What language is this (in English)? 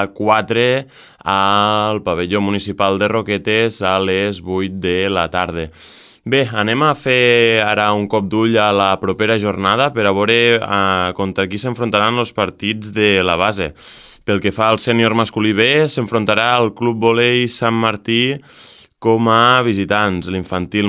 Catalan